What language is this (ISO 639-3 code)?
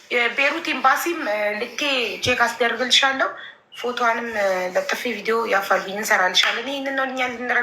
amh